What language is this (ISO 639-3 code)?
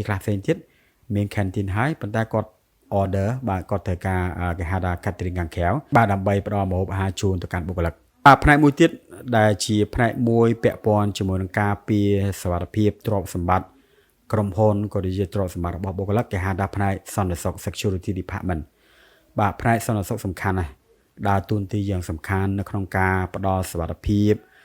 khm